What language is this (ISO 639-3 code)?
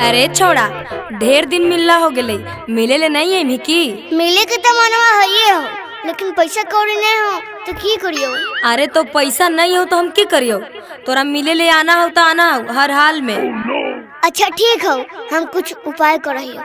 mag